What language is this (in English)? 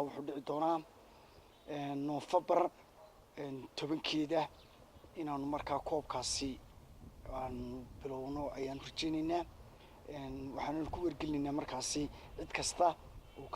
Somali